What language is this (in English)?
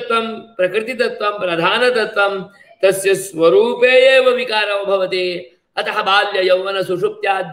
Sanskrit